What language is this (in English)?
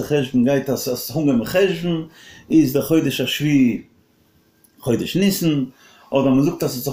Yiddish